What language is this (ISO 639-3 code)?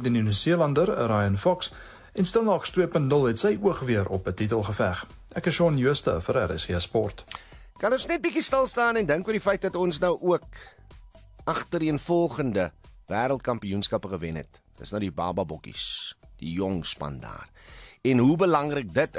afr